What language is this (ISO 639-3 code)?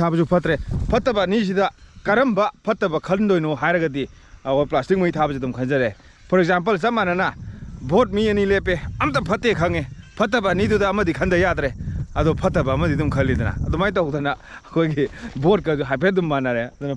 mni